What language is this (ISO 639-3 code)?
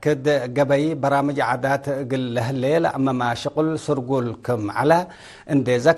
tig